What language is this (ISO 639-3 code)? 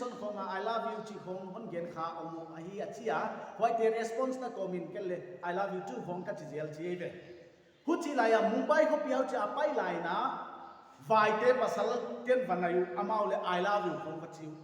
pck